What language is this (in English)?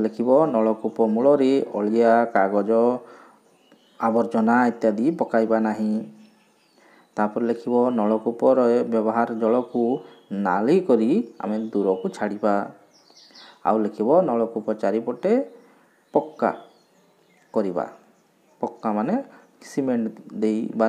Odia